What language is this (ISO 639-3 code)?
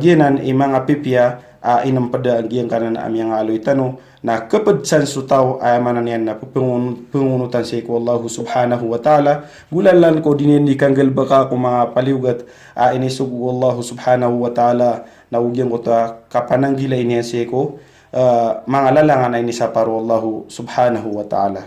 mrw